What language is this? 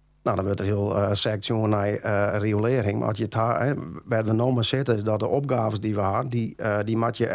Western Frisian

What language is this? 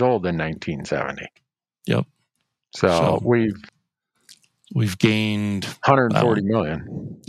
English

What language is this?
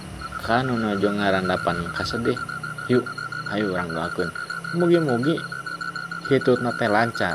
Sundanese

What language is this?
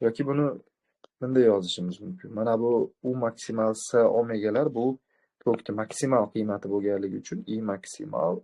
Uzbek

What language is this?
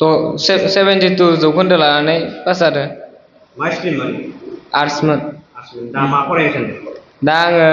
Bodo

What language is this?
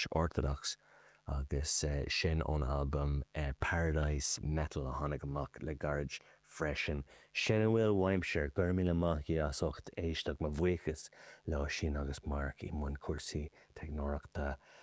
Irish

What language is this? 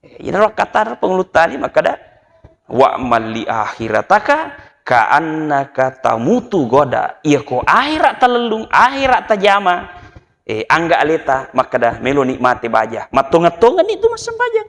Buginese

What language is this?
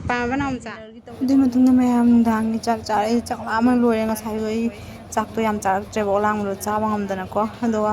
Manipuri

